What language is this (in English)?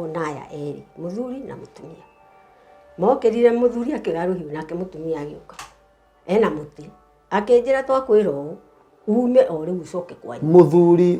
Kikuyu